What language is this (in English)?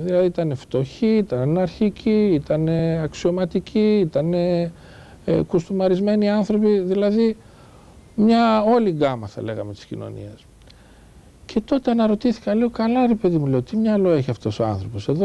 Greek